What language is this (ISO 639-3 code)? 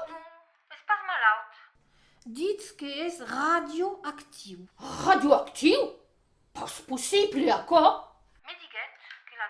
oci